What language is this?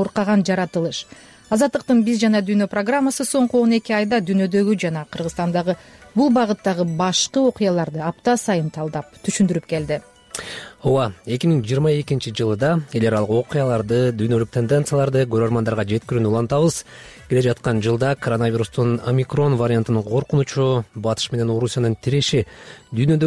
Kyrgyz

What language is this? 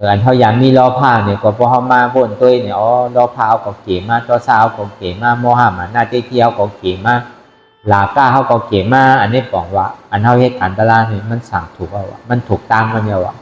Shan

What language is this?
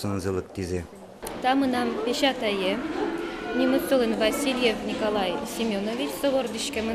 Udmurt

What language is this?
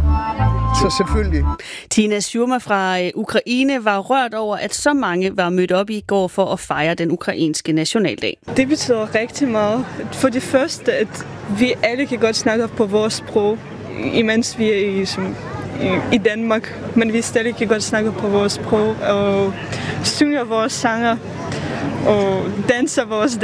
Danish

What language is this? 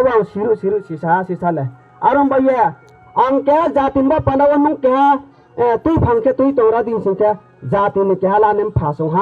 Riang (India)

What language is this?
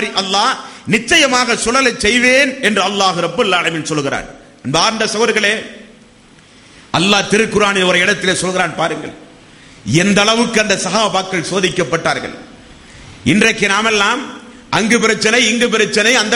Tamil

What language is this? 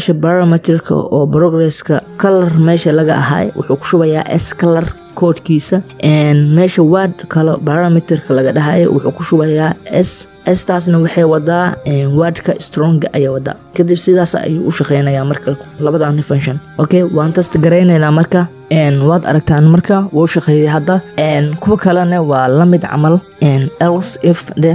Somali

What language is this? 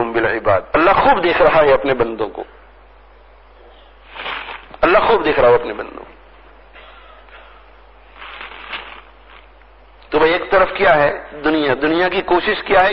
Urdu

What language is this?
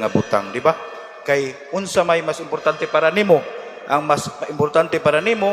Cebuano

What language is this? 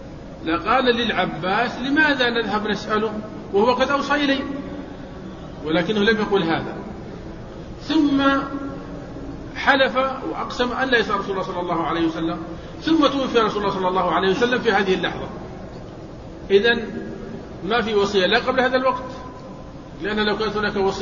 Arabic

